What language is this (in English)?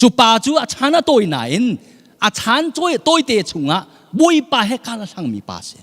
Hakha Chin